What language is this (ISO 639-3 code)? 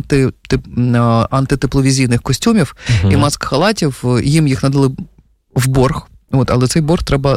ukr